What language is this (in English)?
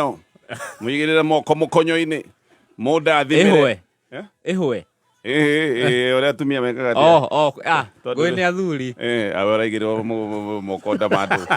Kikuyu